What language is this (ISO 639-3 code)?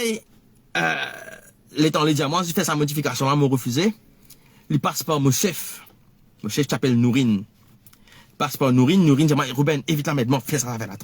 mfe